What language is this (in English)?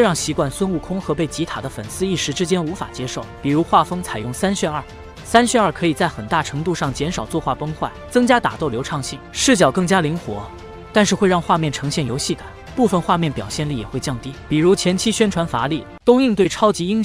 Chinese